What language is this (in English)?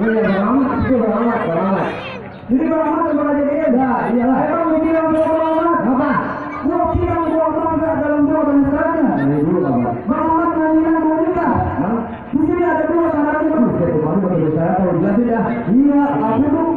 Betawi